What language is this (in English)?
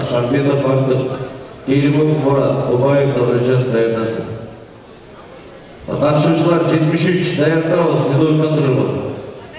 Kazakh